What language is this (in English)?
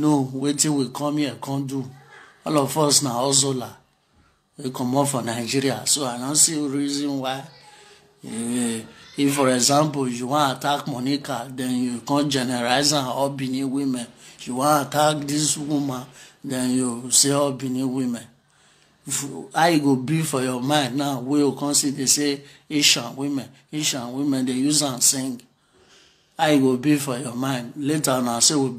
Nigerian Pidgin